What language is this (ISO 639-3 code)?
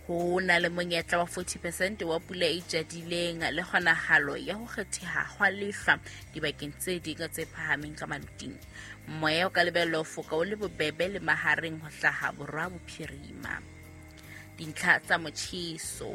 sot